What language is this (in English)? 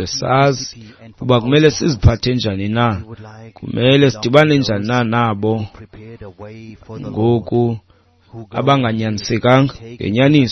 Xhosa